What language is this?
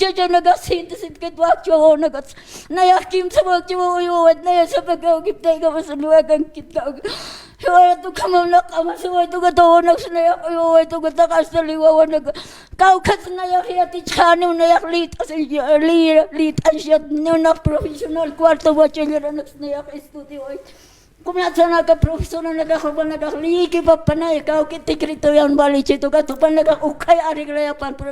Aymara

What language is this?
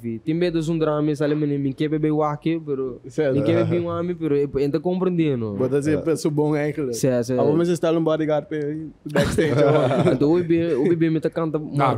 Papiamento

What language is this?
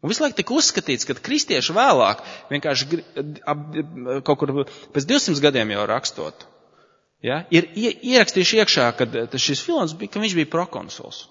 Latvian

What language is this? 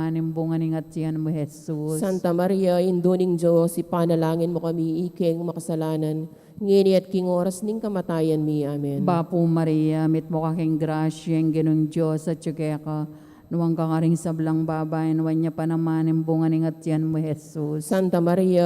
Pampanga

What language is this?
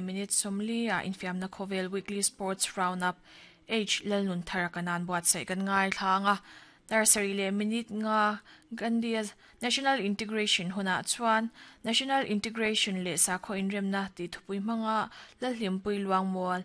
Mizo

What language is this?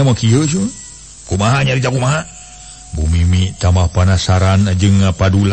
Sundanese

